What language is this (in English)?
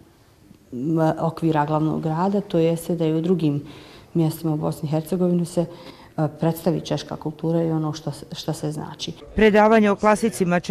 Bosnian